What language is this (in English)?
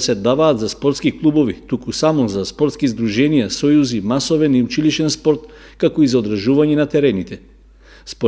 Macedonian